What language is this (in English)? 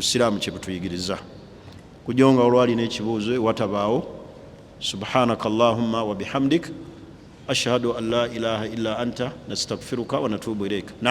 Ganda